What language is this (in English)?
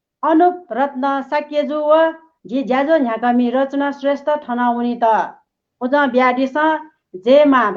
Newari